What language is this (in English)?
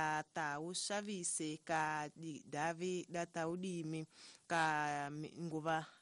Tsonga